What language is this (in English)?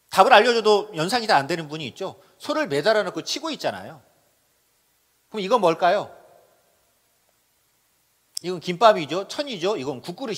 Korean